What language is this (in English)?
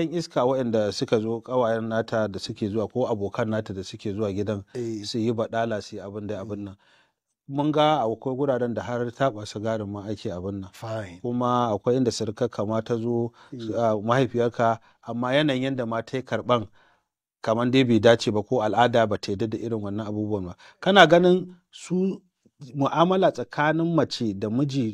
Hausa